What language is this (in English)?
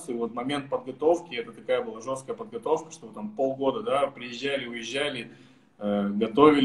Russian